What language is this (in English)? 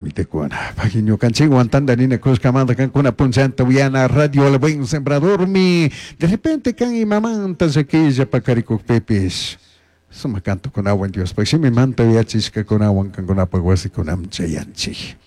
Chimborazo Highland Quichua